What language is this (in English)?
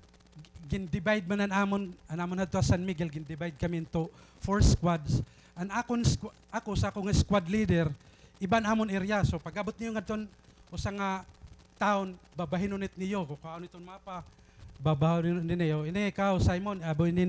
Waray